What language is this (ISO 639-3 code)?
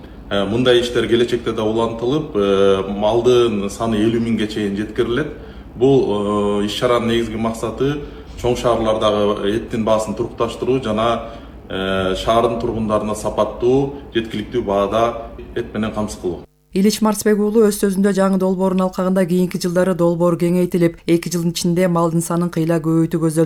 kir